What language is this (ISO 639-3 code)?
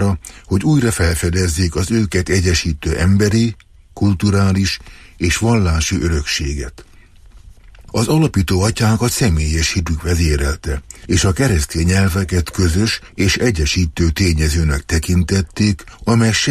hun